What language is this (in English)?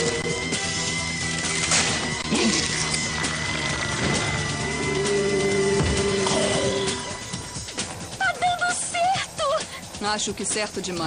Portuguese